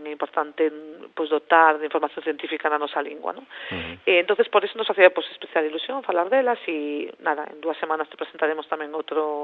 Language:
Galician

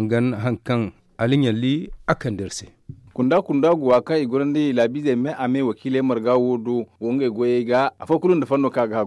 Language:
Zarma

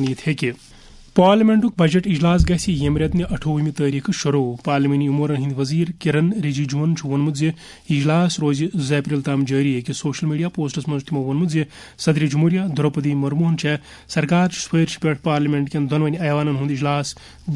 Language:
Kashmiri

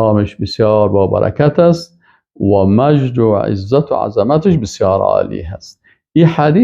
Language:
Persian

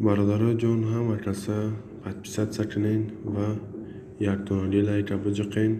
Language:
Tajik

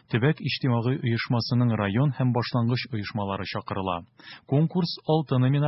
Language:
Tatar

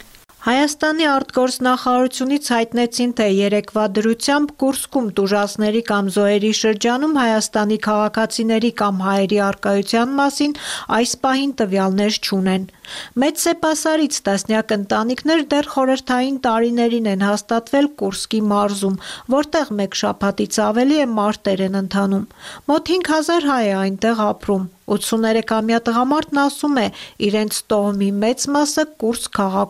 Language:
Armenian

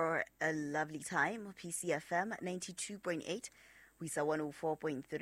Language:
Southern Sotho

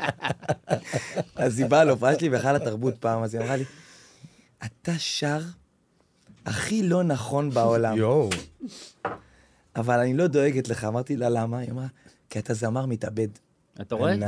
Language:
Hebrew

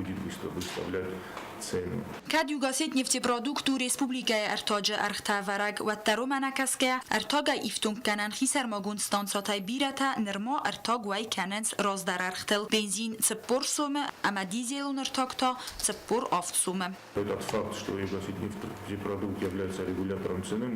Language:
Ossetic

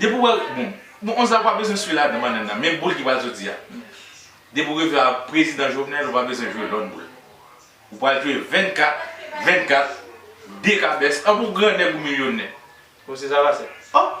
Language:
Haitian Creole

